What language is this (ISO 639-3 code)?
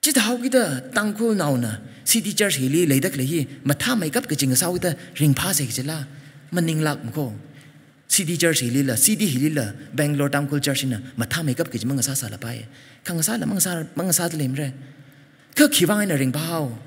nmf